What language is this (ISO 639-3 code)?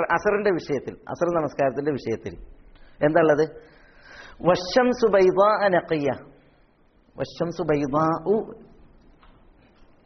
mal